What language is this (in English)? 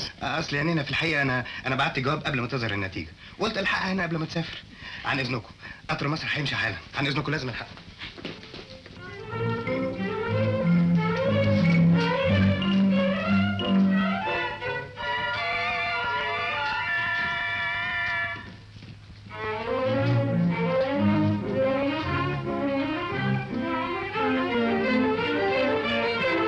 Egyptian Arabic